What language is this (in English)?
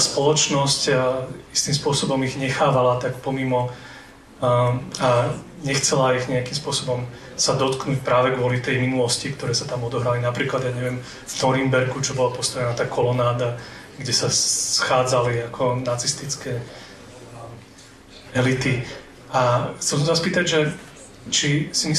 Slovak